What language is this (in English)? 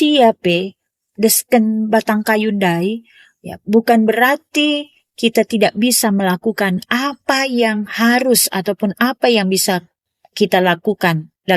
Batak Karo